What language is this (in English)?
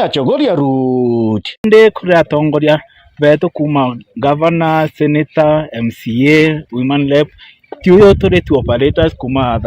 Meru